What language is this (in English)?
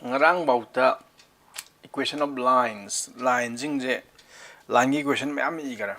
Manipuri